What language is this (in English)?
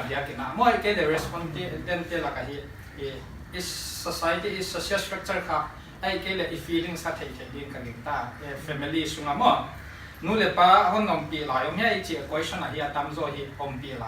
Paite Chin